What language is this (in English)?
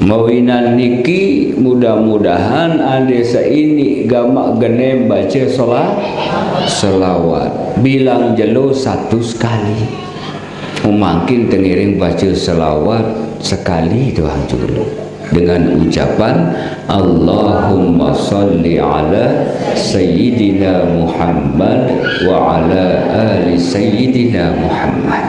Sasak